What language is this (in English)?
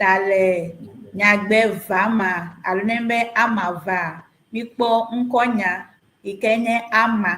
Ewe